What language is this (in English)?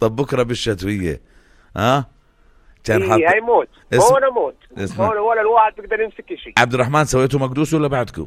North Levantine Arabic